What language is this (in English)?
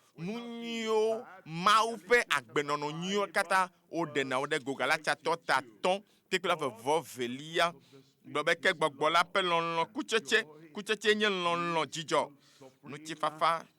Ewe